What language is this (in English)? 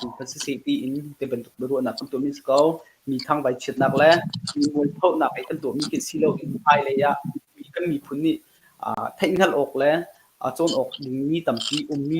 Hakha Chin